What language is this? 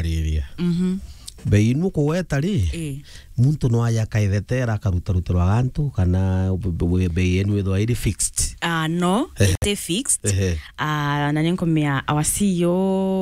Meru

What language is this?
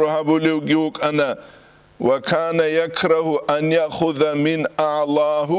Avaric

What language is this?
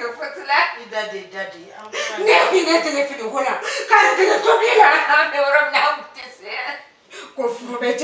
Bambara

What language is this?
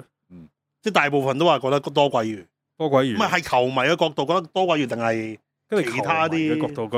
Cantonese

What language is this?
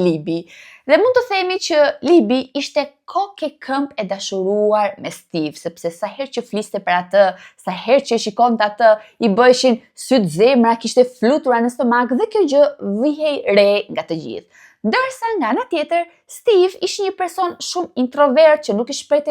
Albanian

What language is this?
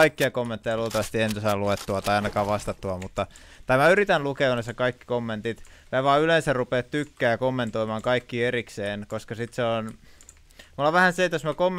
Finnish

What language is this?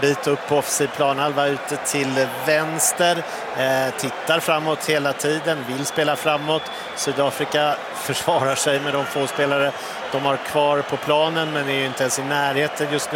Swedish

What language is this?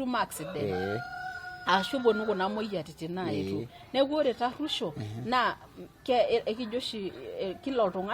Masai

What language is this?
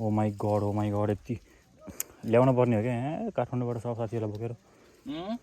Nepali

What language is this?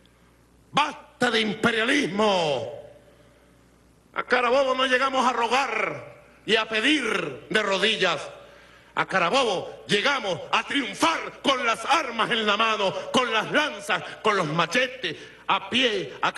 Spanish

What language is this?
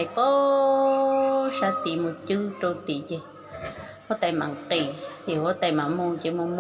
Hmong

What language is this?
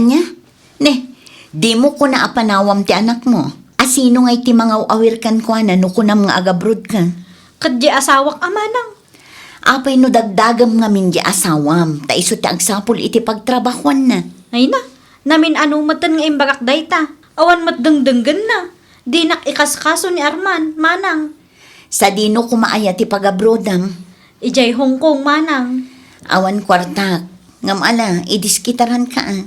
Iloko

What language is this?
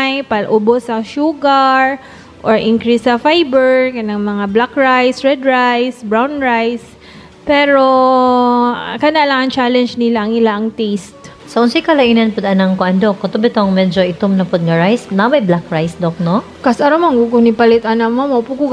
Cebuano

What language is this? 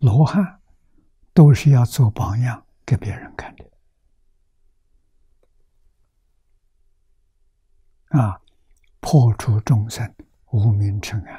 Chinese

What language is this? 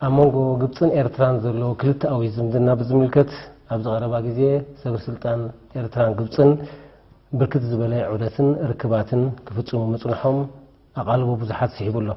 Tigrinya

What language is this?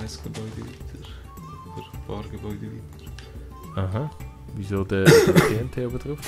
Swiss German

